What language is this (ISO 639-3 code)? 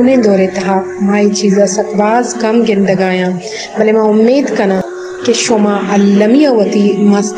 bal